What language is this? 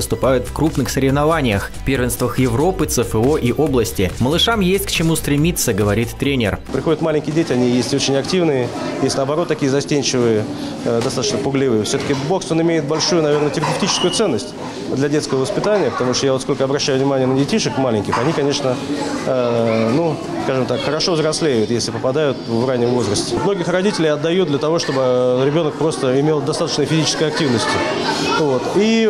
Russian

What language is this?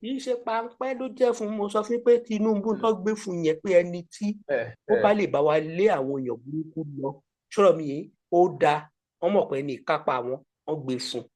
Yoruba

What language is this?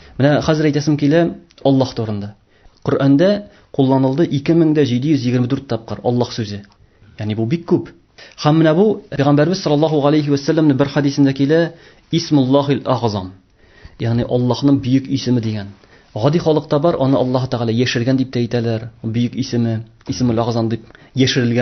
Tatar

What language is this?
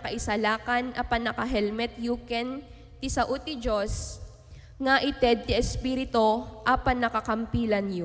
Iloko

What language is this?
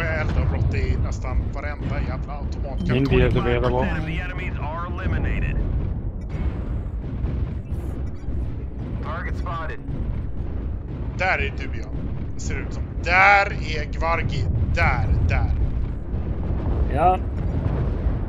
Swedish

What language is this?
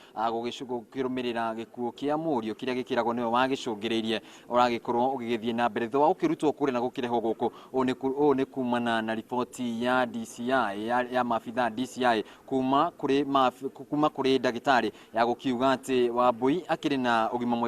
Kikuyu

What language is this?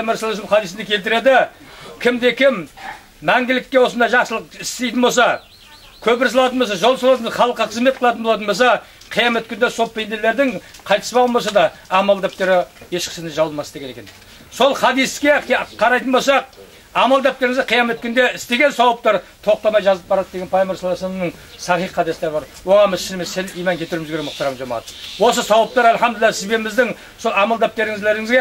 Kazakh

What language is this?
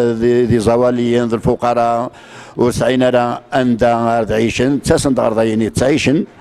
Kabyle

